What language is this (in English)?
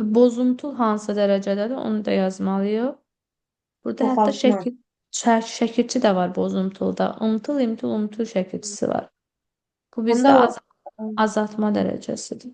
Azerbaijani